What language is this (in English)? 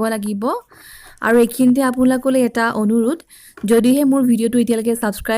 Assamese